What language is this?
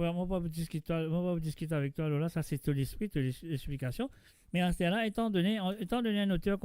Morisyen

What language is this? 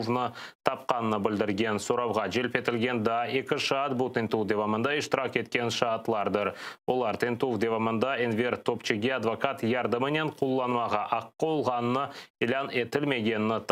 Crimean Tatar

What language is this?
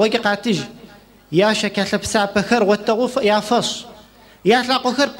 Adyghe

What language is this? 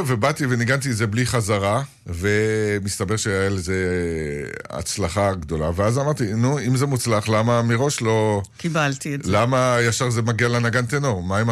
Hebrew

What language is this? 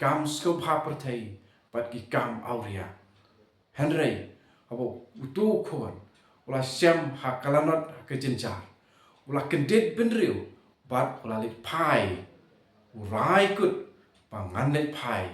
Khasi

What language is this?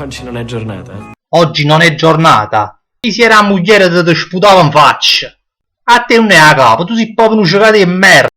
Neapolitan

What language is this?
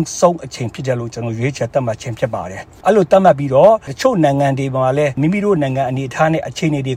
Burmese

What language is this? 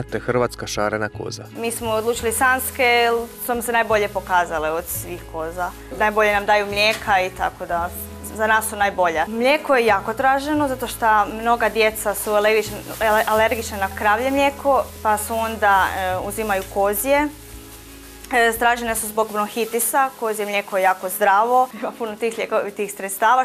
Croatian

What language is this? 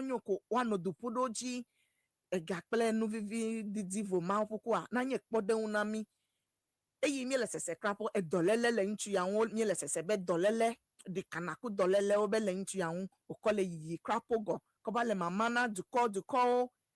Ewe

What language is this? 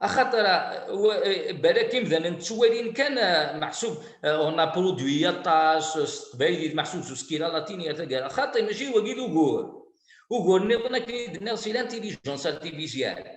Kabyle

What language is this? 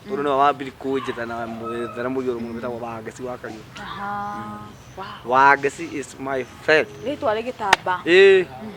Kikuyu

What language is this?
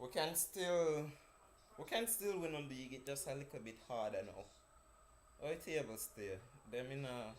Jamaican Creole English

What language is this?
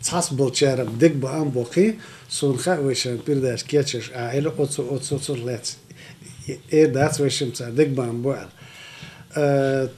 Chechen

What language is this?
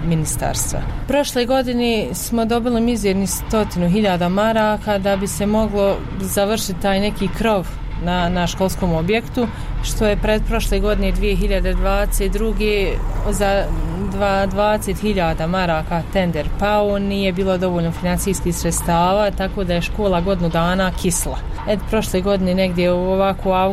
Bosnian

